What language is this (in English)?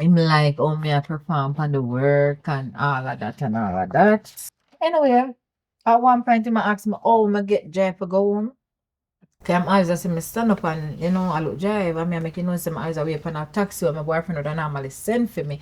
Jamaican Creole English